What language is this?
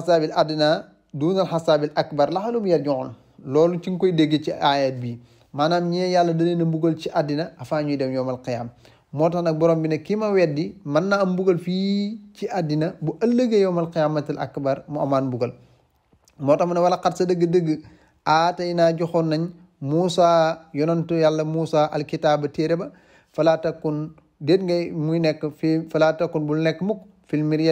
Wolof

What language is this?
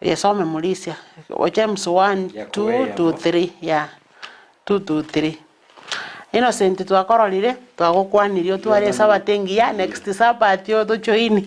Gusii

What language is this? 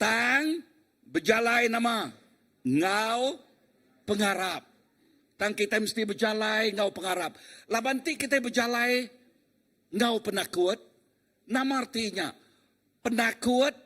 Iban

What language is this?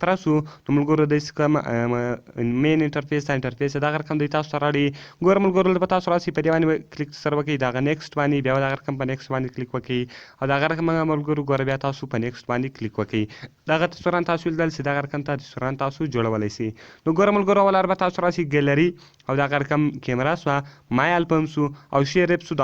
Pashto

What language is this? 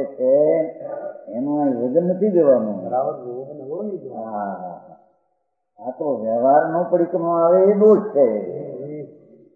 Gujarati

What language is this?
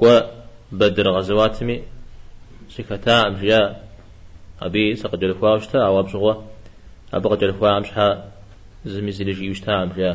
Kabardian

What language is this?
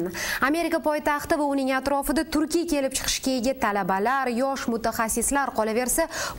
Uzbek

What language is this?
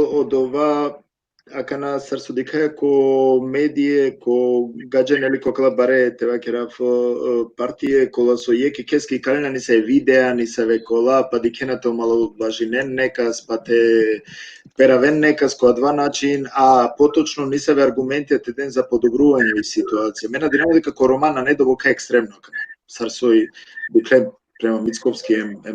Balkan Romani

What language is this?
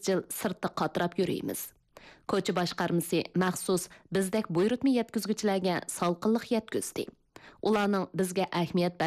Uyghur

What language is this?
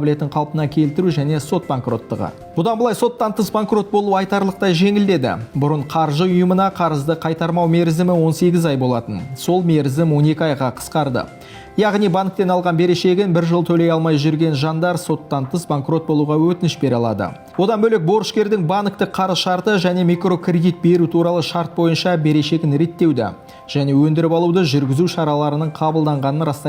Kazakh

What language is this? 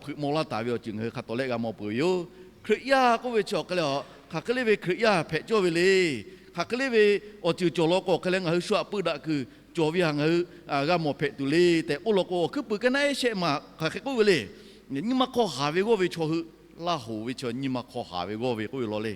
Lahu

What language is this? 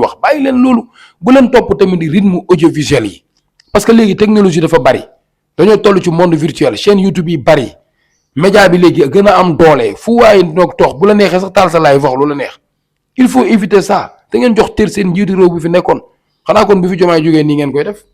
Wolof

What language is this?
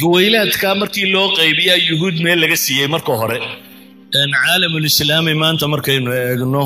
Somali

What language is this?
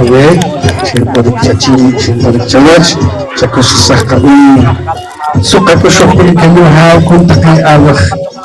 Poqomchi'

